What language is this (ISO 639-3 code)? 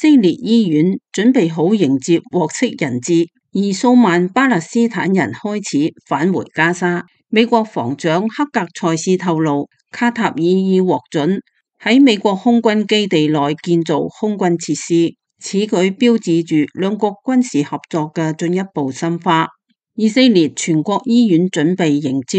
yue